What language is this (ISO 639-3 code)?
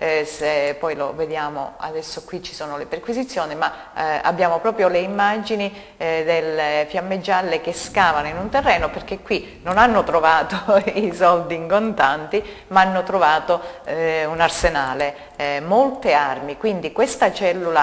ita